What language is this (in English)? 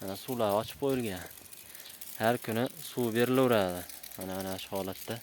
Uzbek